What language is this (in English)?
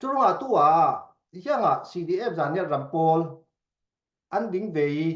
Falam Chin